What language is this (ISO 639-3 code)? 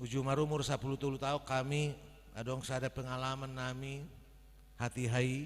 bbc